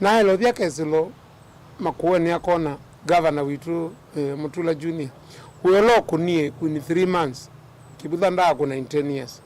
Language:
Kamba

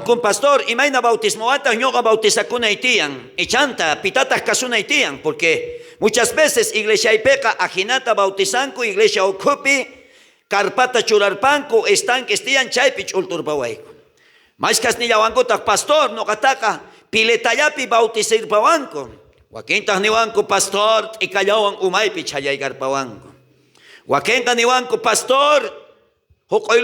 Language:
South Bolivian Quechua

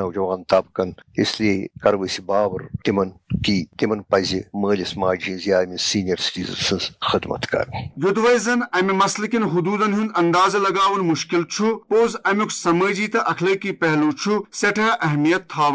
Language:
Kashmiri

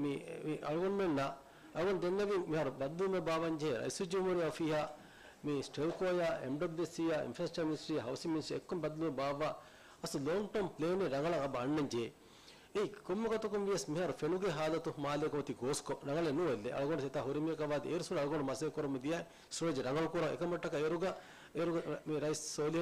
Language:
Divehi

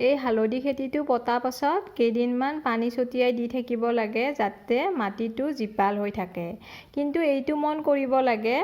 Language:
Assamese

